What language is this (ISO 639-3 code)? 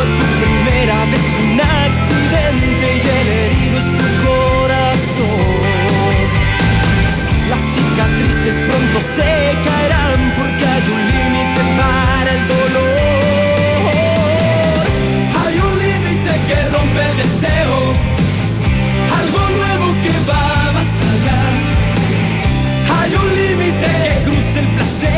spa